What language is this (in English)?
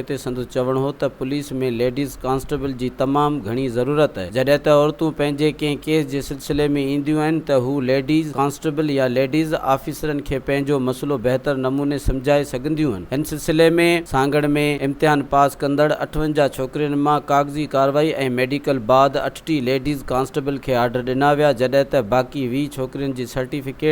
Sindhi